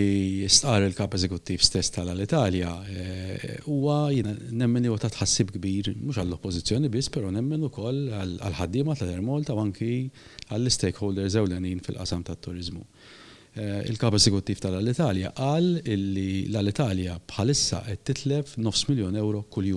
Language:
Maltese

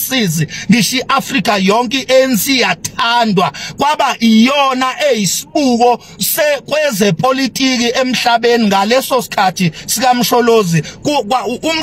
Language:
Zulu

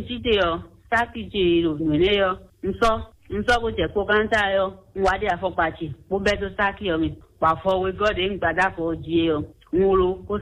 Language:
Fon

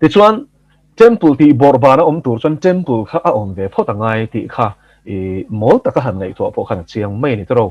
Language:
Mizo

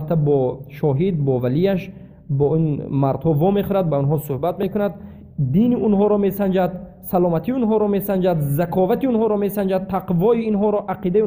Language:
Tajik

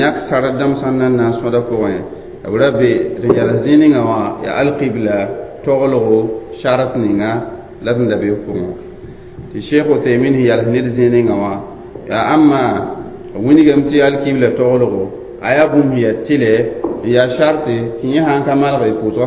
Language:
Mossi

